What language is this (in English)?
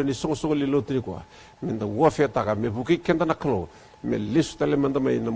Fijian